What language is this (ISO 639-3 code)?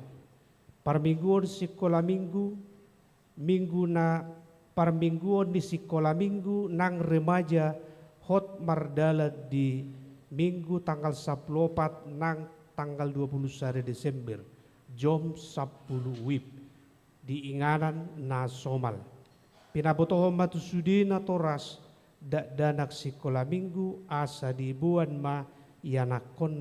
bbc